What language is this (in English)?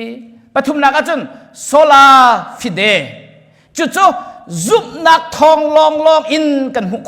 Hakha Chin